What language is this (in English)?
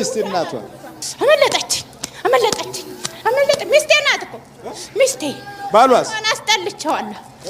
Amharic